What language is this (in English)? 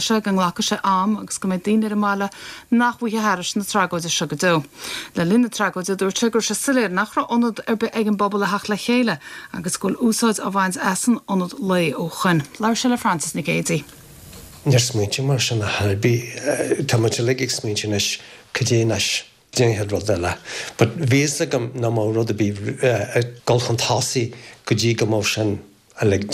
Irish